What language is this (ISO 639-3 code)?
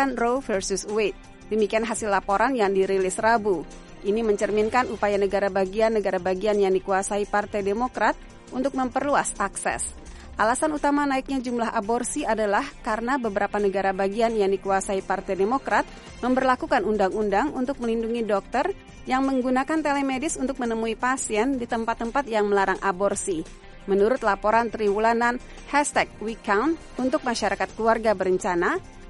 ind